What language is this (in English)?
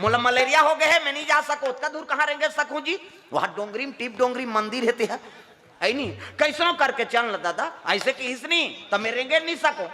Chhattisgarhi